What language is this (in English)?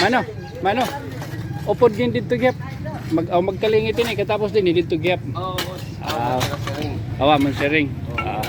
Waray